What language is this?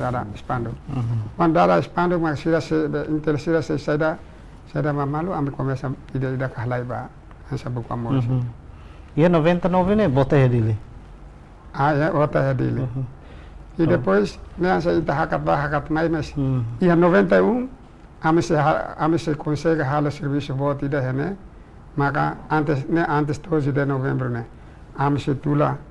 Tetum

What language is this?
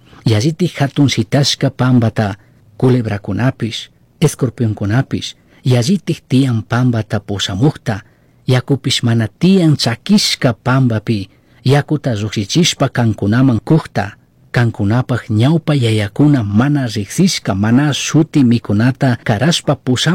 Chimborazo Highland Quichua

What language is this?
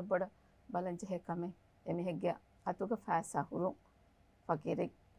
Divehi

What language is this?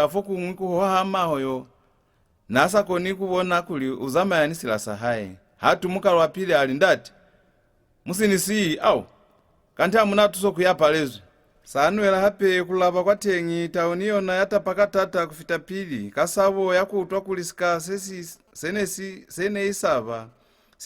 Lozi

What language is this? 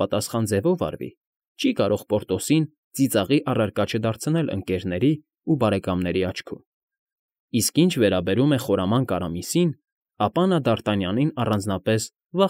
Armenian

